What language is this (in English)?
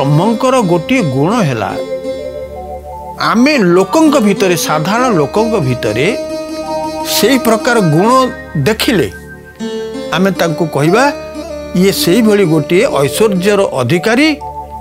Odia